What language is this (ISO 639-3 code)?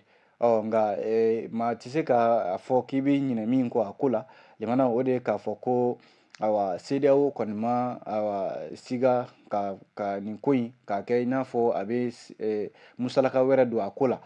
bam